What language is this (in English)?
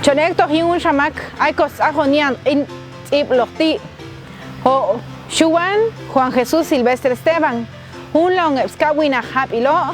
Popti'